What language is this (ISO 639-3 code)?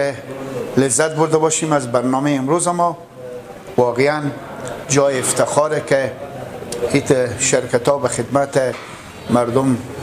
fas